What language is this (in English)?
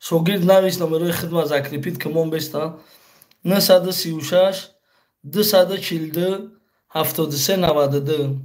Tajik